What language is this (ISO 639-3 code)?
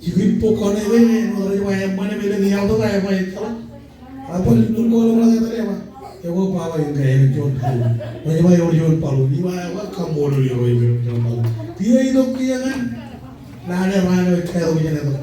mah